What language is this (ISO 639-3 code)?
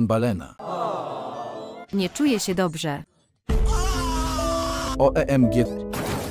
pol